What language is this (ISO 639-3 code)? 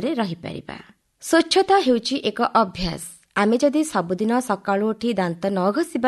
ori